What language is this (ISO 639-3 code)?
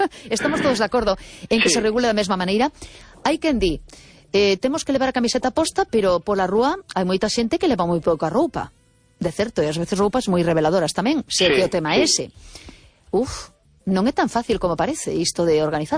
glg